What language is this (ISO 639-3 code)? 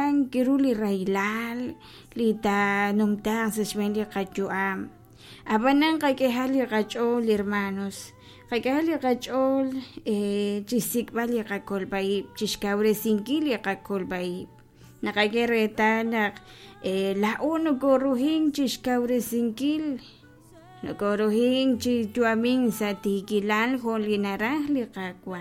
kek